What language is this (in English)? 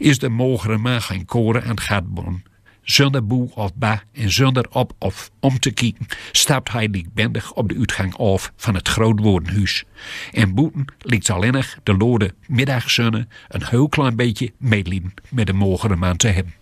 Gronings